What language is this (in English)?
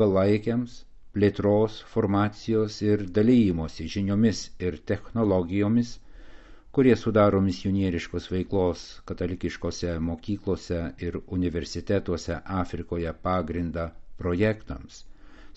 Lithuanian